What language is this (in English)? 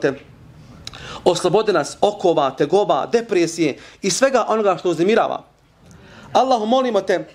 Bosnian